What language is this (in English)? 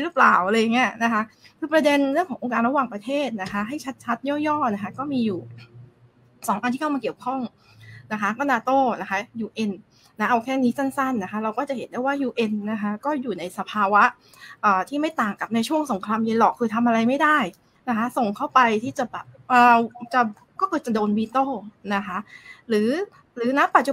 Thai